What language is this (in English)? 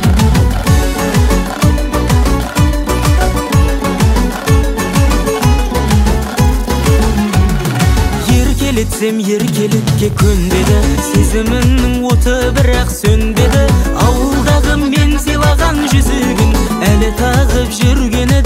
Kazakh